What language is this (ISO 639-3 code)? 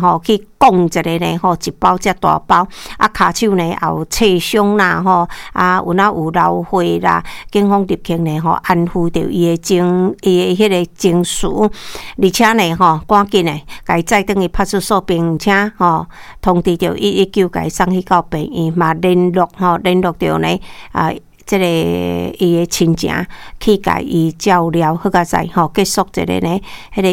nan